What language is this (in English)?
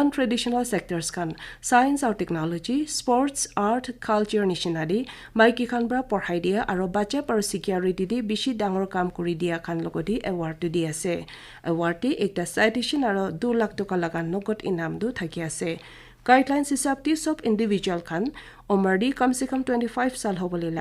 Naga Pidgin